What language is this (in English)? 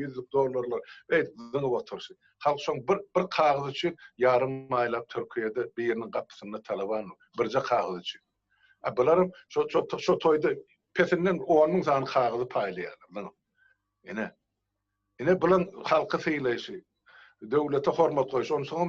Turkmen